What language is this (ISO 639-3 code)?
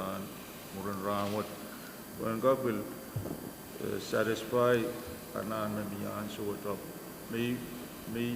pon